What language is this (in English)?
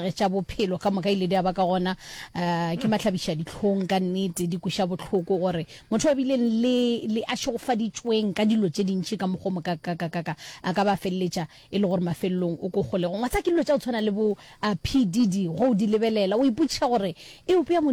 Northern Sotho